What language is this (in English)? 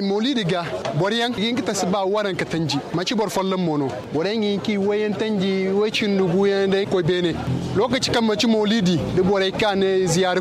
Zarma